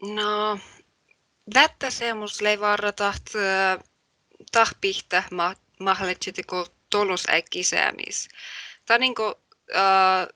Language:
Northern Sami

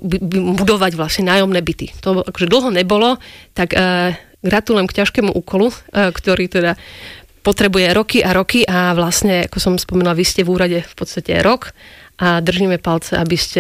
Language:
Slovak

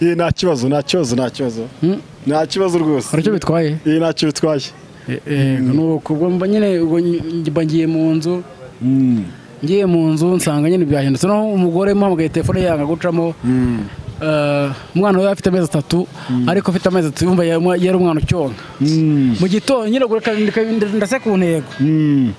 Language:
Kinyarwanda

